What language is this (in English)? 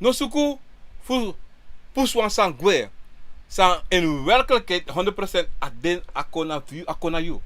Sranan Tongo